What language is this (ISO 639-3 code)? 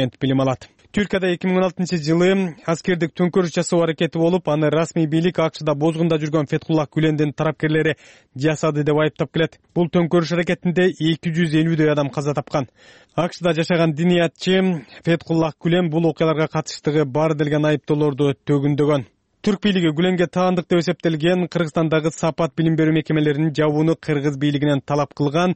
kir